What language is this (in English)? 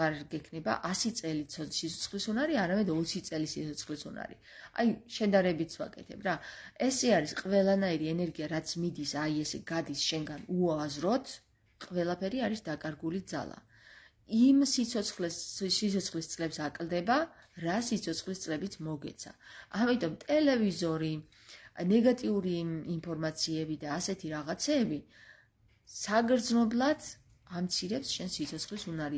Georgian